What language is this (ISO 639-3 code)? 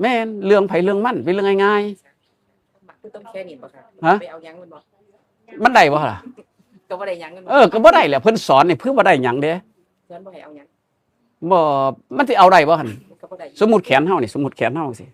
tts